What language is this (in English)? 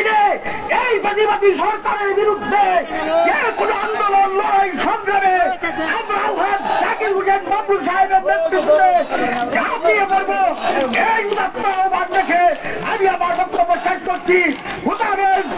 Bangla